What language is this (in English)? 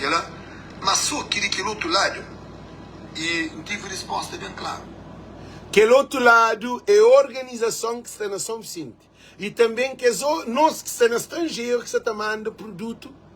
Kabuverdianu